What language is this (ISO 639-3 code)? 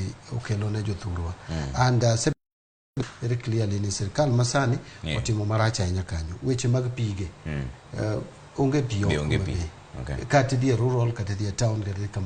luo